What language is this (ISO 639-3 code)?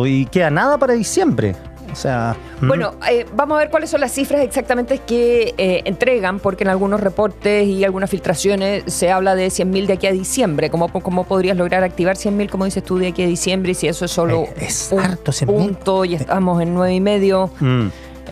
spa